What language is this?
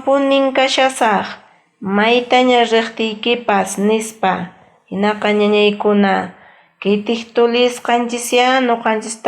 Quechua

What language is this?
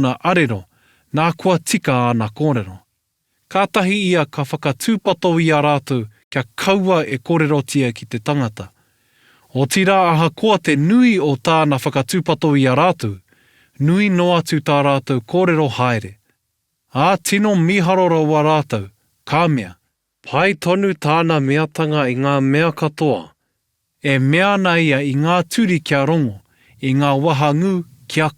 Māori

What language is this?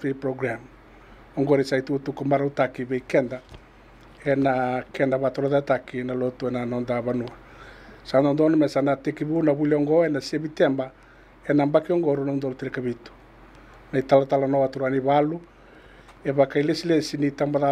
Fijian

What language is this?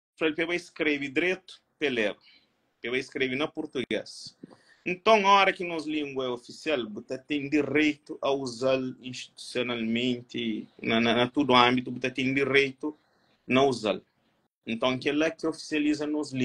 Kabuverdianu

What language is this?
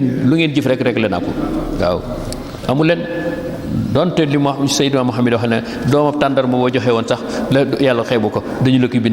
Wolof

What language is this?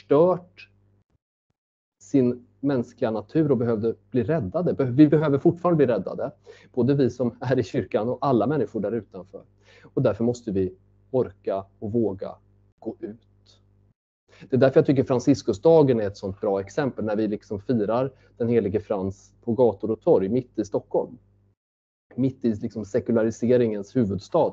Swedish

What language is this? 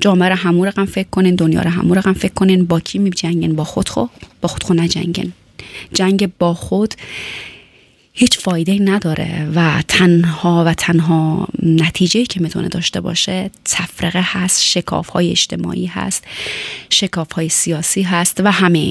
Persian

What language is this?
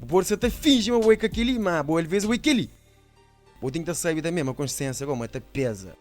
Kabuverdianu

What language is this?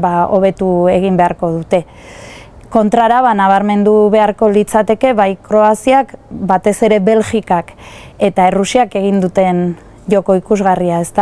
Basque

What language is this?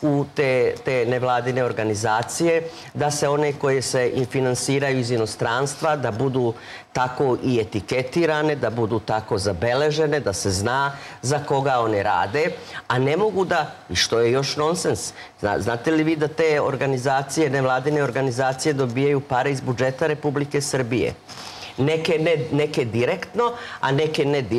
Serbian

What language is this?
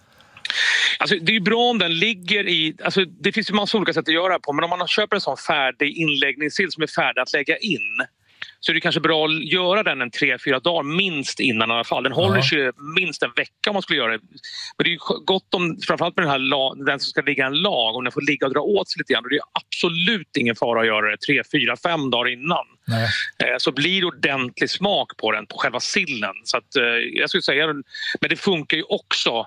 Swedish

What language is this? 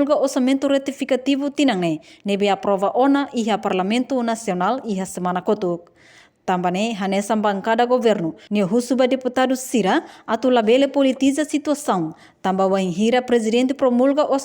Tetum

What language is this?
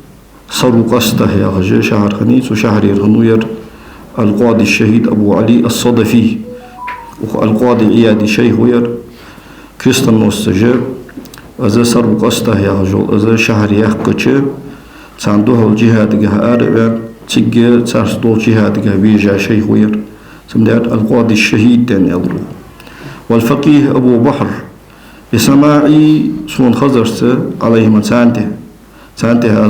Ingush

